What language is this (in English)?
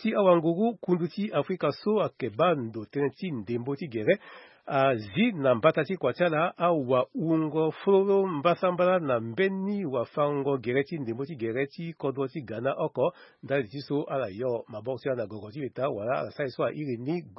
Sango